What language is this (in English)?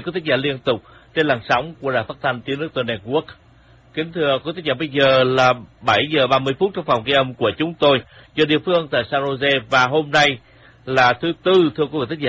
Vietnamese